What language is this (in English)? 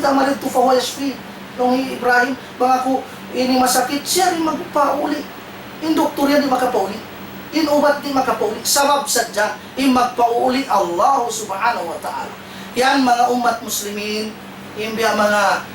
Tausug